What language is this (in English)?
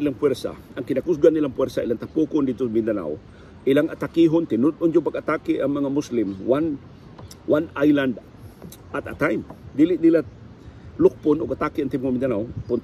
Cebuano